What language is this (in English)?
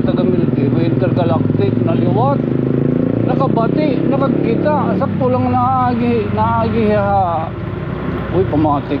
Waray